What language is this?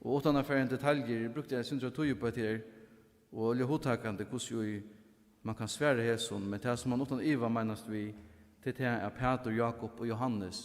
Faroese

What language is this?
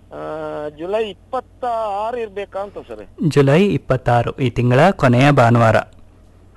Kannada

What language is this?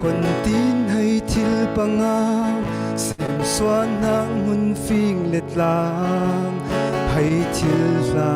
Falam Chin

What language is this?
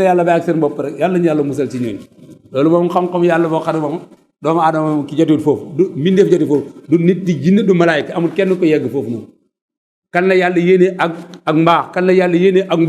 Wolof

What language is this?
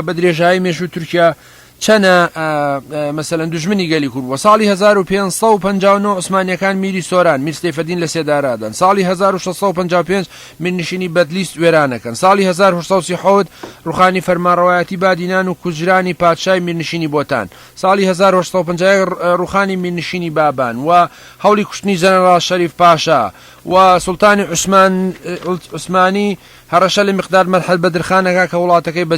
Central Kurdish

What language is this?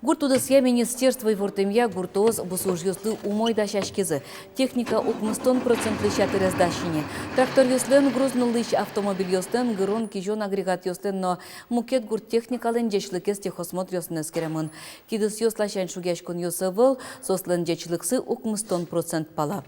Udmurt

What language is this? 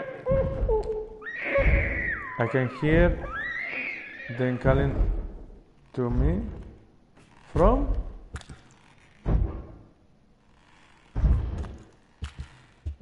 Basque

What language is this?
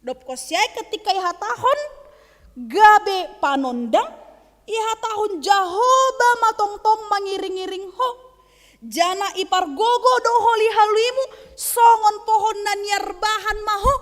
Batak Simalungun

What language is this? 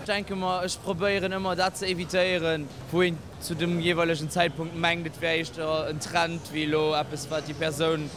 Luxembourgish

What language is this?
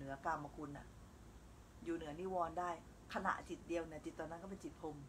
Thai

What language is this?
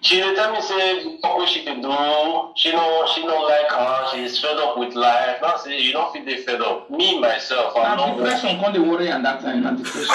Nigerian Pidgin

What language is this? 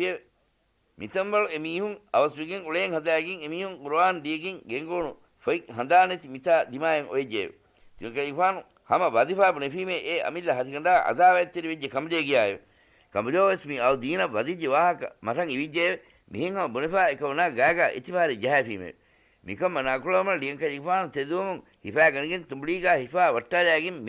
Divehi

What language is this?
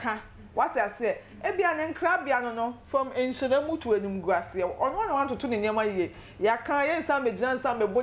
Akan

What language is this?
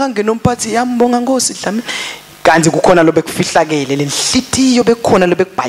Swati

